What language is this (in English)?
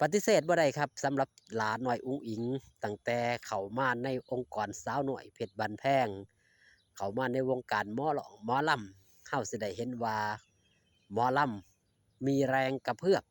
Northeastern Thai